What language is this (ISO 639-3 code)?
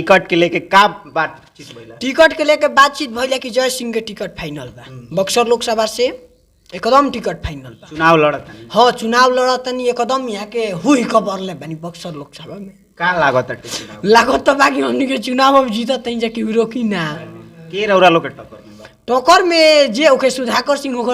bho